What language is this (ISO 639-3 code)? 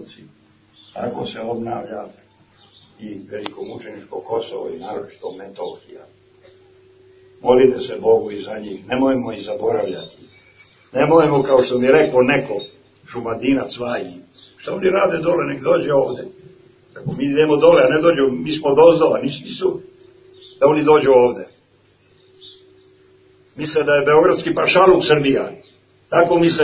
srp